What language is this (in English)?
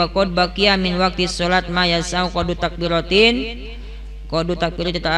Sundanese